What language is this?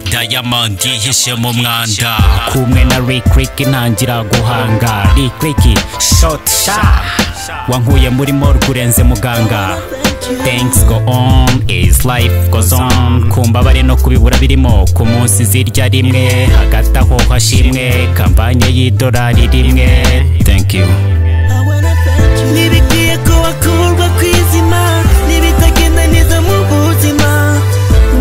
Kinyarwanda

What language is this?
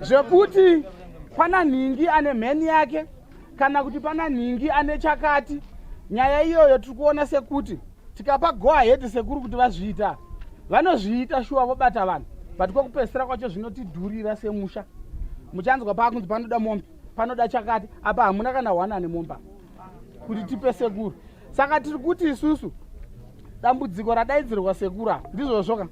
Shona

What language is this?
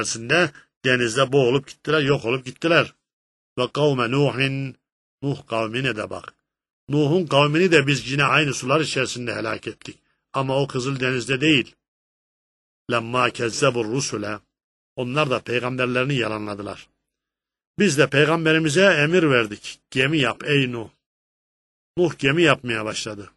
Turkish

